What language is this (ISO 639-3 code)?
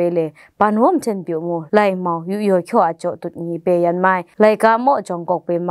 kac